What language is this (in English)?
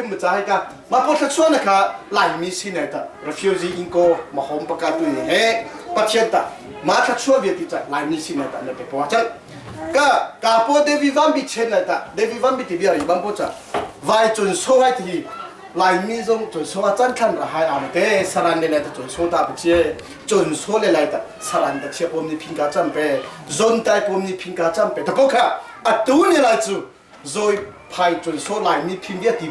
Hakha Chin